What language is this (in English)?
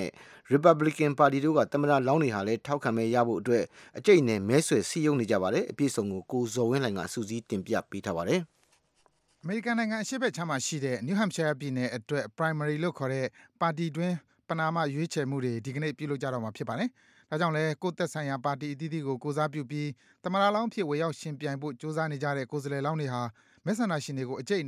Burmese